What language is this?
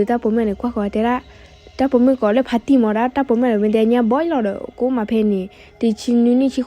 S'gaw Karen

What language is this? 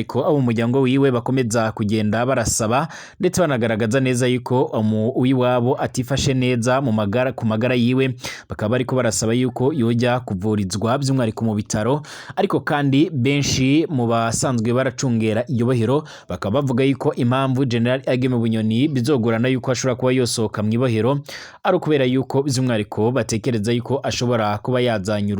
Rundi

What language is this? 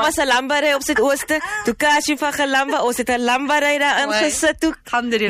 Afrikaans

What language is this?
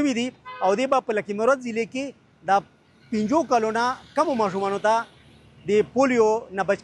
Pashto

